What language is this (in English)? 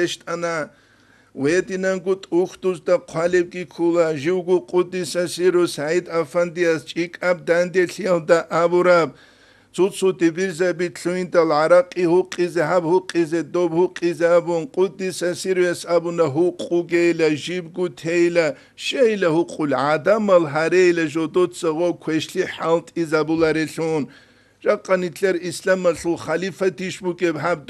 Avaric